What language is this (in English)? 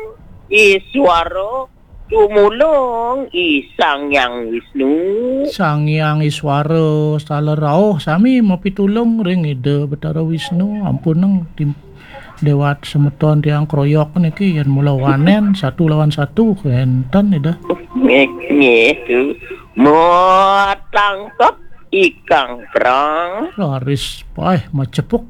Balinese